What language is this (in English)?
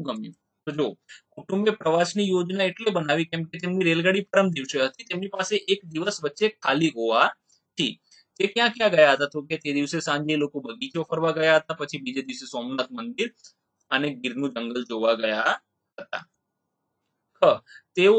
Gujarati